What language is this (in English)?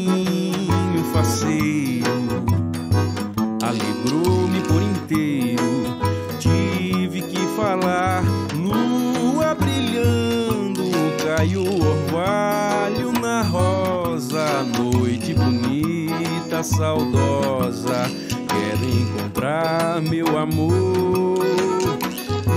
Portuguese